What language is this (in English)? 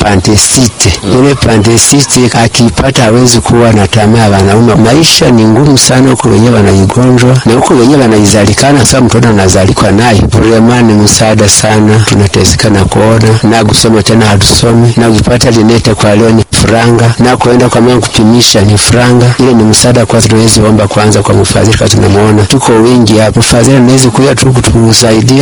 Swahili